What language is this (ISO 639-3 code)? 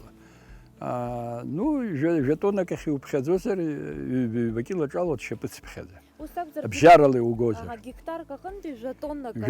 abk